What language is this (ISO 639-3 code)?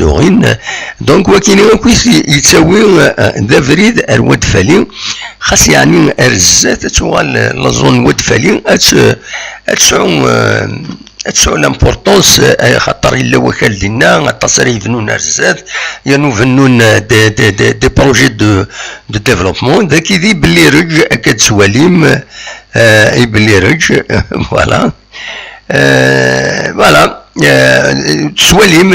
kab